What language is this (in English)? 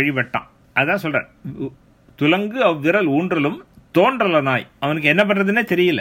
Tamil